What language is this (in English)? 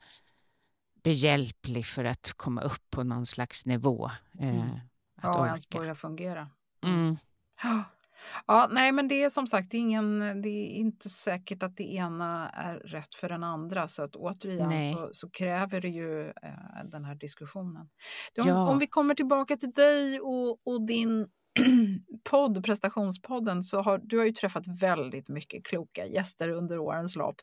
Swedish